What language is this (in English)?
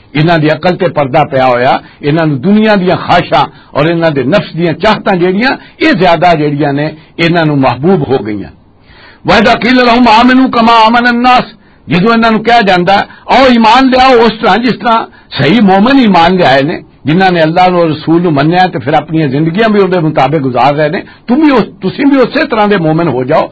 Western Panjabi